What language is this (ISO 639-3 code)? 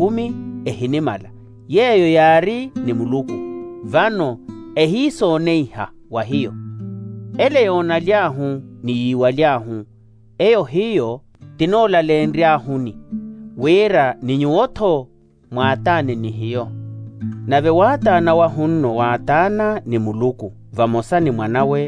vmw